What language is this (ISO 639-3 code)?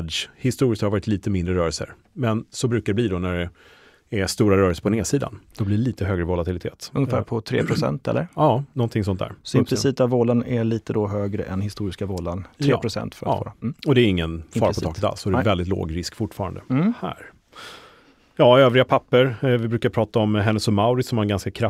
swe